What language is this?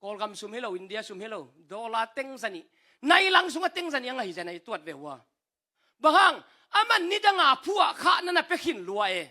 Tedim Chin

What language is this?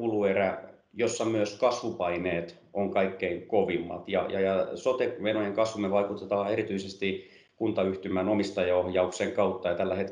Finnish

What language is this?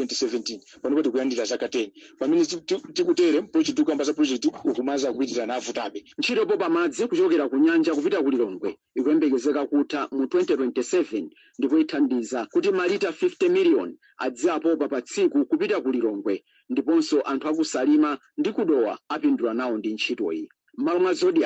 Nyanja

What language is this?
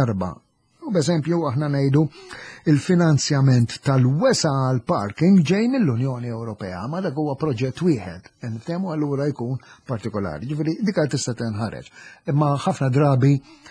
Maltese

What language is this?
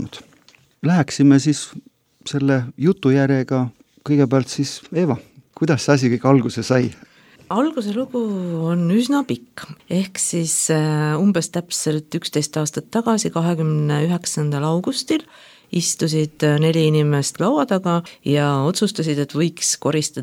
Estonian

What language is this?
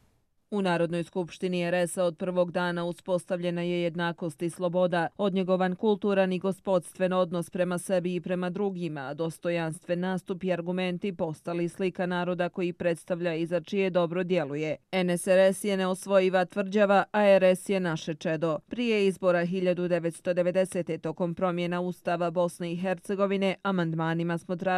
Bosnian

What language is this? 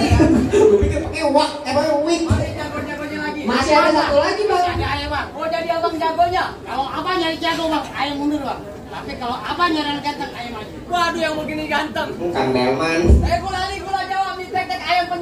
Betawi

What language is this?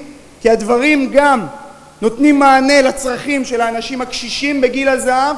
Hebrew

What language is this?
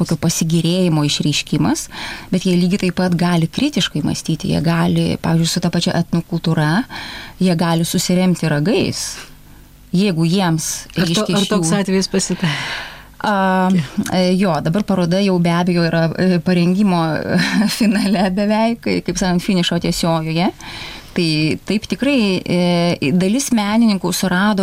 Lithuanian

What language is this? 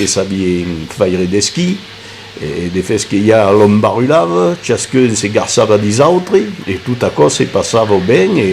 Occitan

